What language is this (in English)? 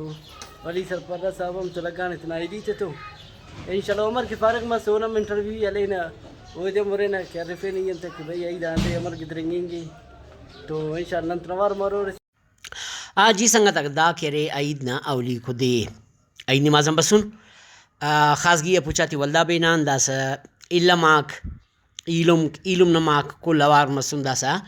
Brahui